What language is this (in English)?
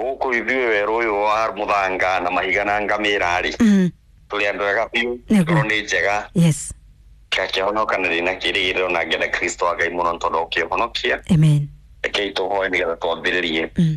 Kikuyu